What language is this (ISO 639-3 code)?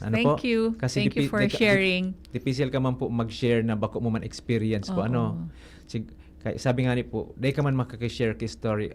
bik